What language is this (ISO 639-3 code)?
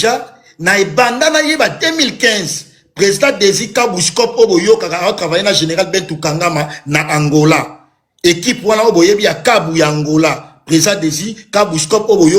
lin